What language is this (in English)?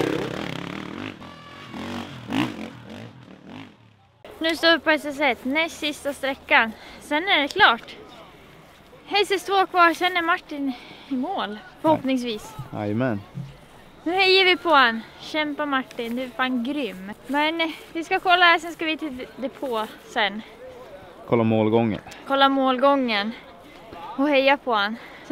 Swedish